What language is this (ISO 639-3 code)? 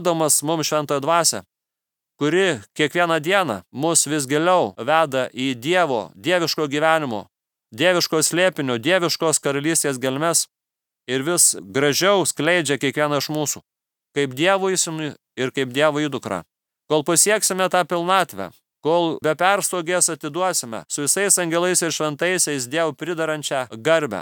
lit